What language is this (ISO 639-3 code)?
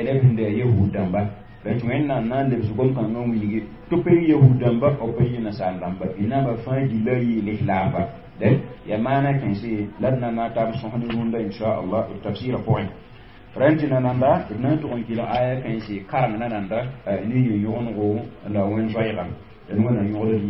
mos